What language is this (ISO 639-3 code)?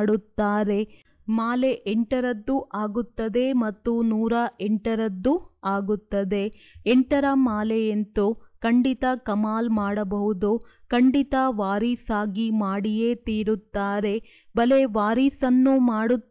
kan